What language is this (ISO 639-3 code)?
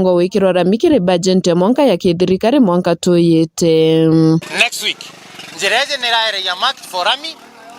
mer